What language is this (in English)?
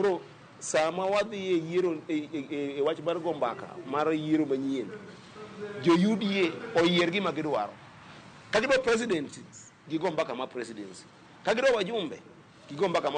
Luo (Kenya and Tanzania)